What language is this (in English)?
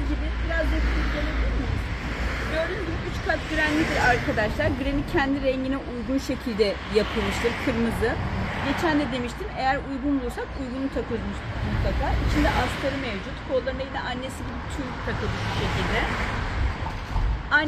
Turkish